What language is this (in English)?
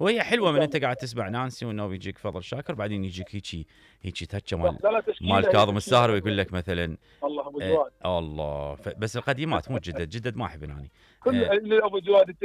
Mesopotamian Arabic